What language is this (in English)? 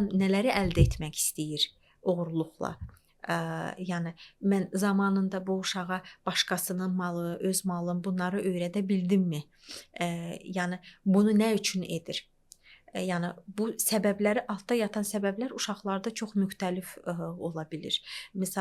Azerbaijani